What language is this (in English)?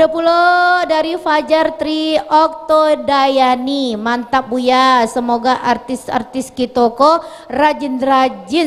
Minangkabau